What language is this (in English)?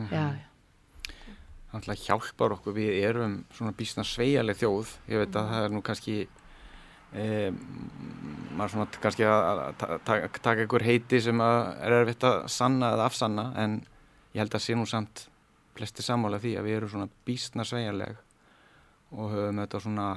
Icelandic